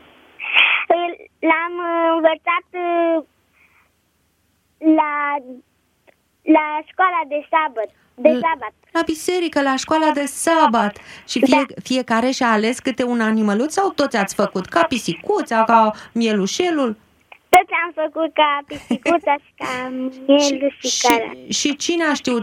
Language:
Romanian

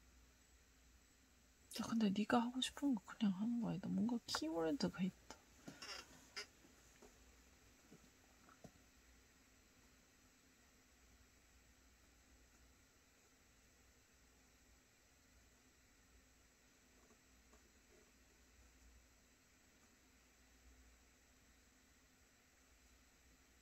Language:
Korean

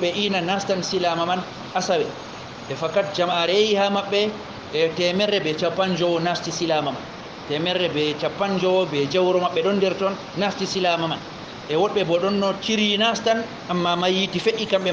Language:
Fula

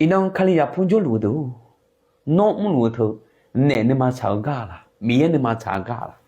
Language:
Akha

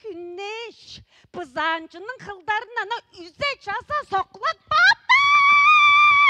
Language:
Tuvinian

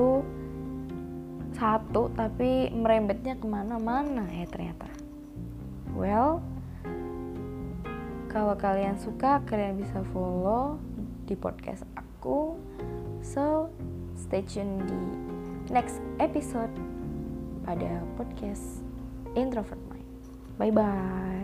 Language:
Indonesian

